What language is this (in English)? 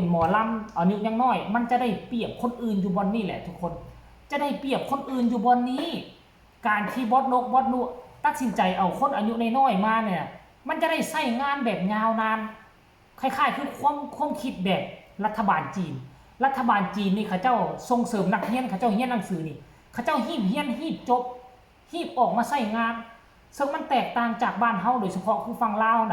Northeastern Thai